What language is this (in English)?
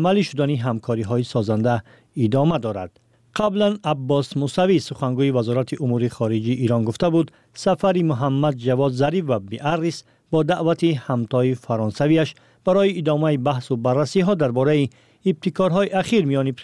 Tajik